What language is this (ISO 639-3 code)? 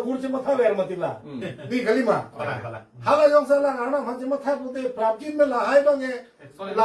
mjw